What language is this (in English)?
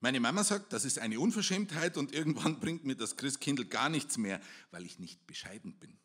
Bavarian